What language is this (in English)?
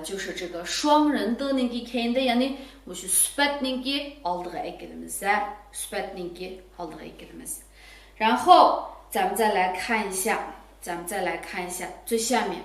Uyghur